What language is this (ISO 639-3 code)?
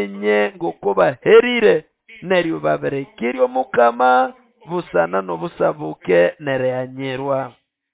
nnb